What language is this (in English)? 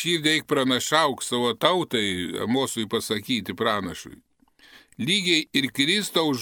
Lithuanian